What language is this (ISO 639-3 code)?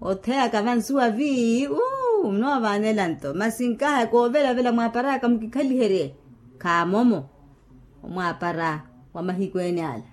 vmw